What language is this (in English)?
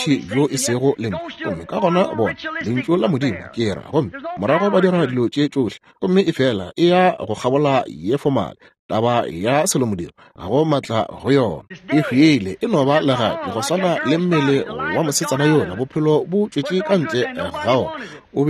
Northern Sotho